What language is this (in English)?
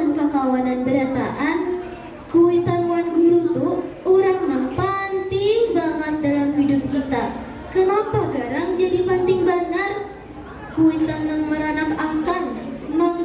Banjar